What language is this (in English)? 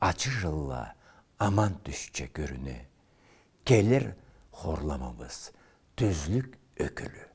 Karachay-Balkar